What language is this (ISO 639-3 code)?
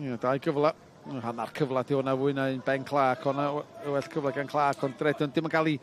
cym